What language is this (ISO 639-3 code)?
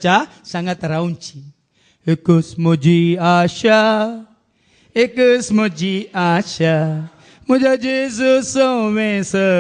kok